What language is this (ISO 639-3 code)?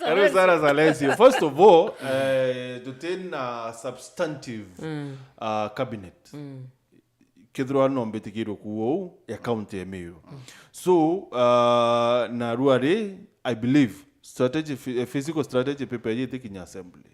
mer